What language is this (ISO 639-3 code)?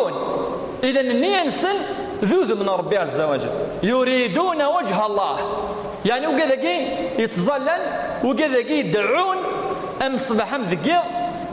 kab